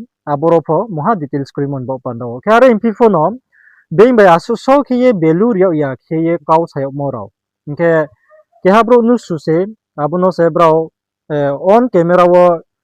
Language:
Riang (India)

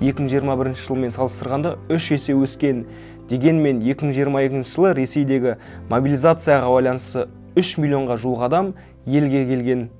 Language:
Kazakh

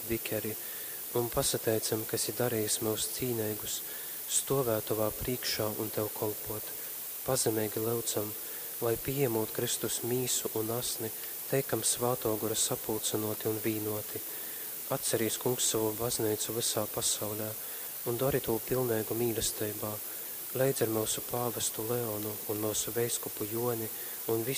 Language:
Latgalian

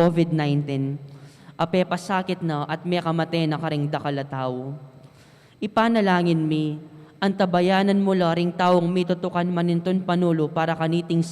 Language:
Pampanga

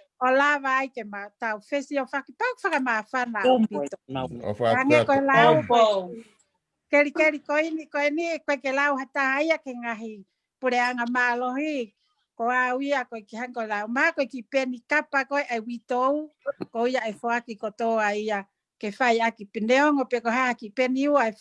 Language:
Tongan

